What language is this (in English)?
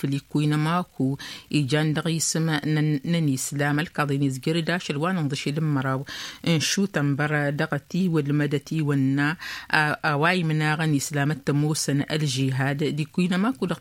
Tamasheq